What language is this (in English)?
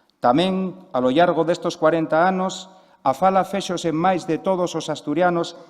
Asturian